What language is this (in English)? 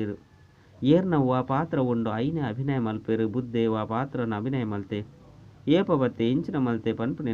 Tulu